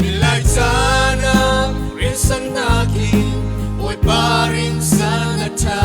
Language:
Falam Chin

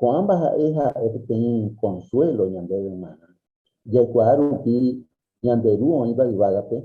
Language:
Guarani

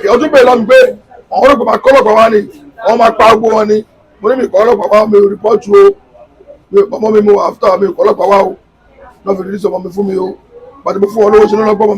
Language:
Yoruba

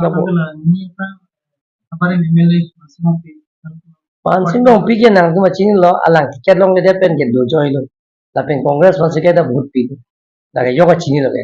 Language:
Karbi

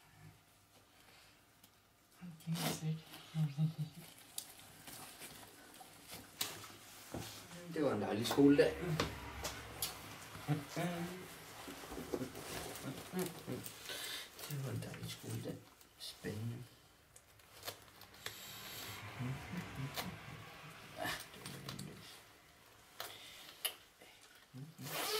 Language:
Danish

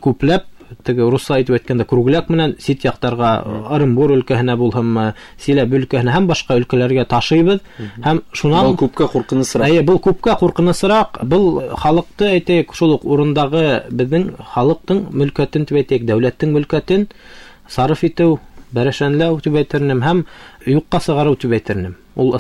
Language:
Bashkir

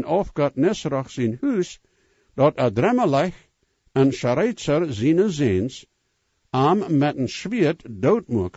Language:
Plautdietsch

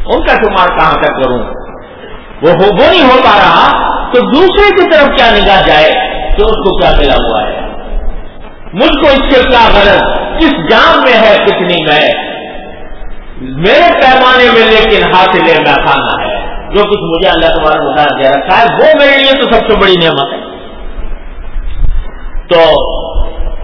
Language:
Urdu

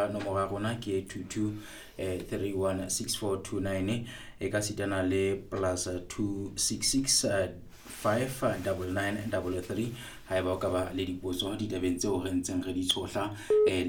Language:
Southern Sotho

